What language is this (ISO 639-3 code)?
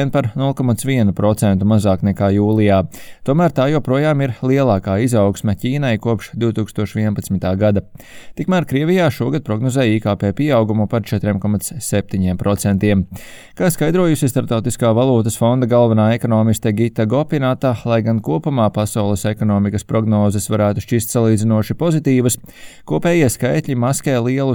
lav